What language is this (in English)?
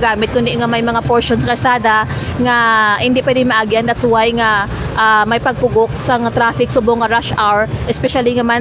Hiligaynon